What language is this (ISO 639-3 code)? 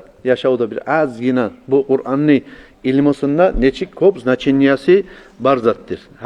kum